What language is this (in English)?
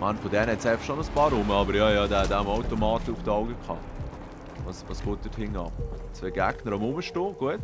Swiss German